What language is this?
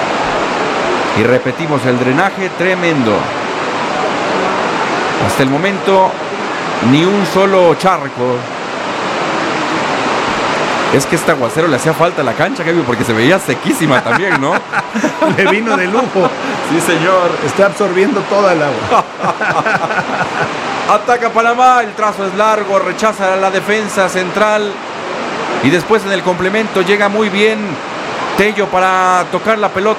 Spanish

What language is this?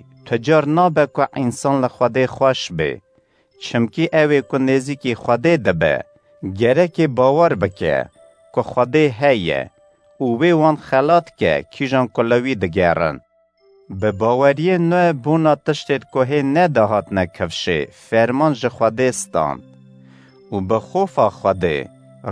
Kurdish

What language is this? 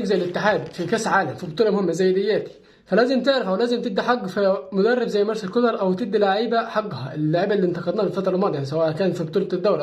Egyptian Arabic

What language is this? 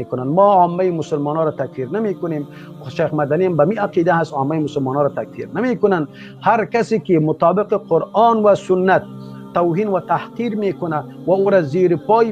Persian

